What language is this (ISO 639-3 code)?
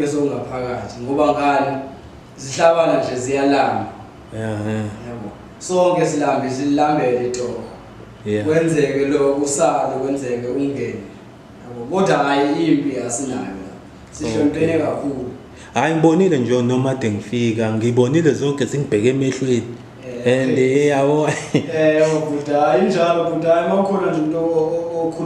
zul